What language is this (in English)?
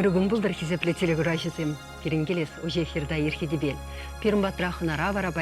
Chuvash